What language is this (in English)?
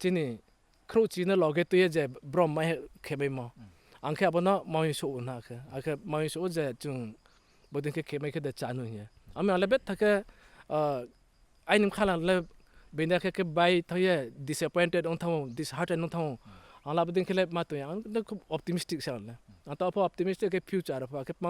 Riang (India)